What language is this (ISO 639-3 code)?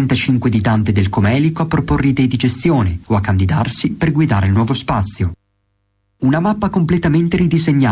ita